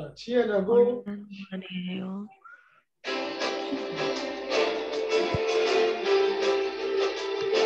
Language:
Korean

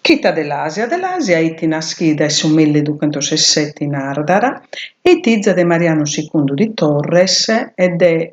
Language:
Sardinian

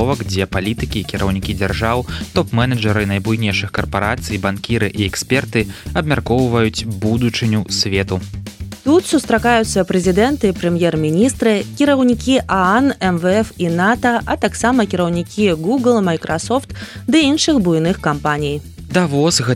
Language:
Belarusian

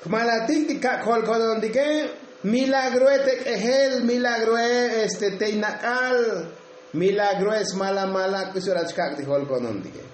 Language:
Tzotzil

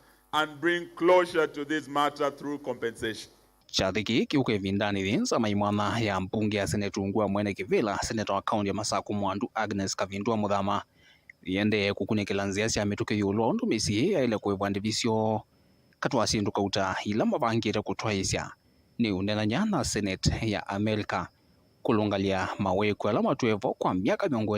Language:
Kamba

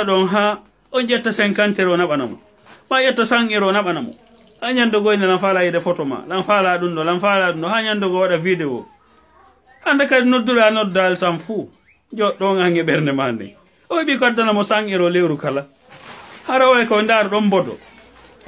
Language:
Fula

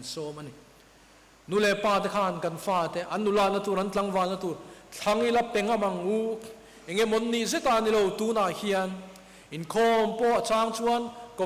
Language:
Mizo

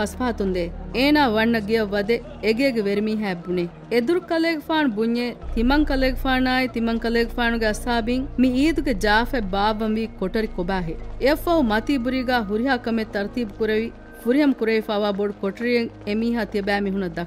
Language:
Divehi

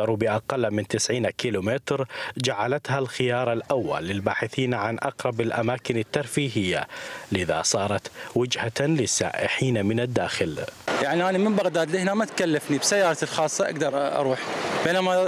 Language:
Mesopotamian Arabic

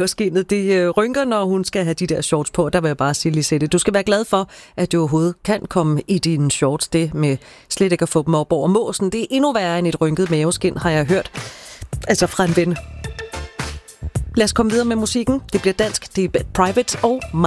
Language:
Danish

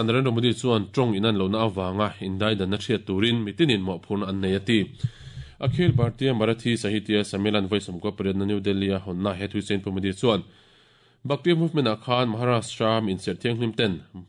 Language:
Mizo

